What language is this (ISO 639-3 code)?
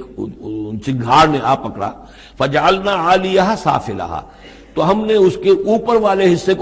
urd